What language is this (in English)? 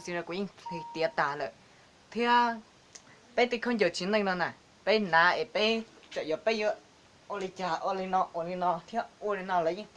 Hmong